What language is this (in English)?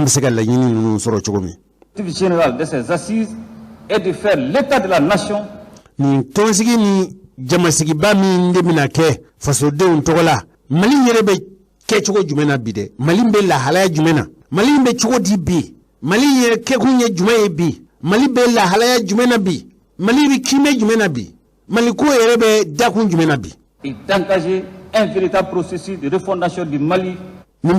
Bambara